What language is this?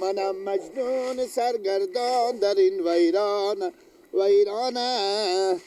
Persian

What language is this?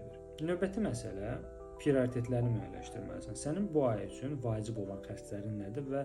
Azerbaijani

